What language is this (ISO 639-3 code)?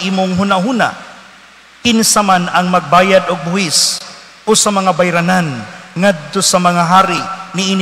ceb